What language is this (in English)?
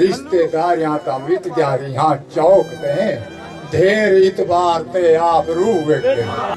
Saraiki